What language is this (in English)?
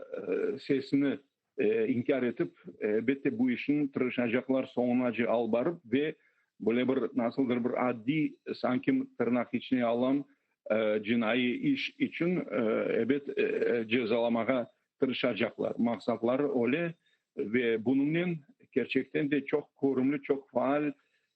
Crimean Tatar